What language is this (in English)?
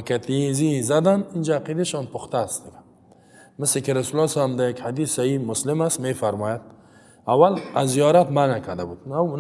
Persian